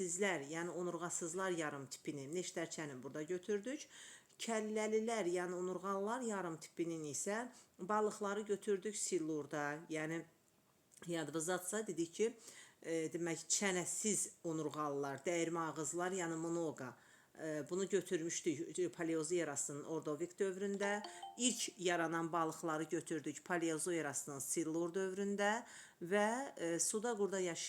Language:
Azerbaijani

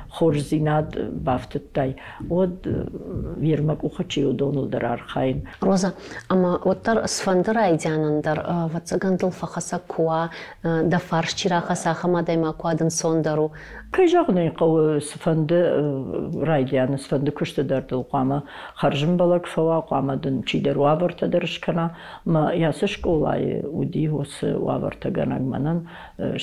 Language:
Ossetic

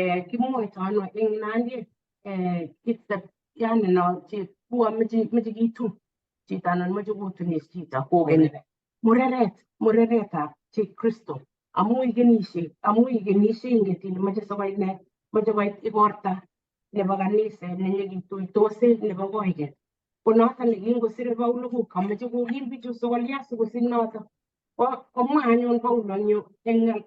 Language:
Kalenjin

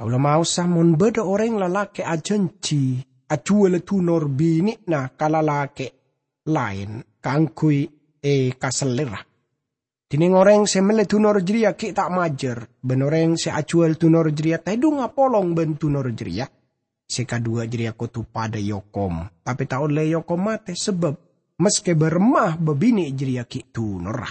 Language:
Madurese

